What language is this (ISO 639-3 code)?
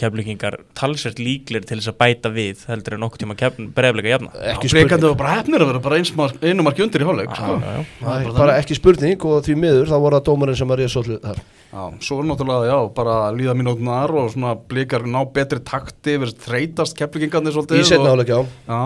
isl